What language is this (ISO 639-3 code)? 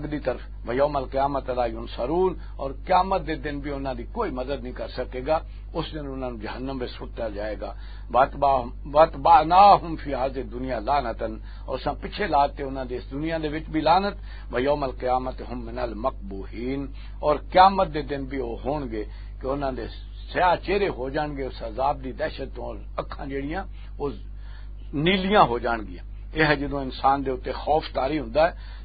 lah